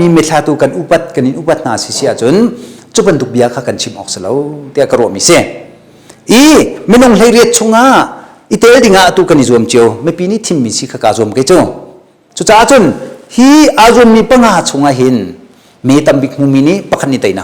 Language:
Hakha Chin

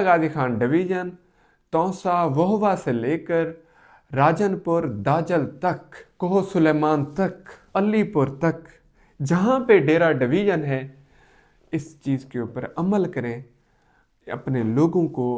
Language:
Saraiki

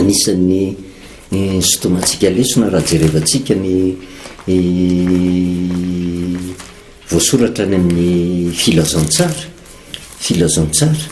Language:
Malagasy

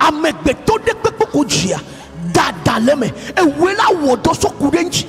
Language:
Ewe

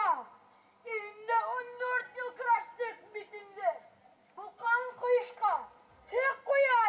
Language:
Bashkir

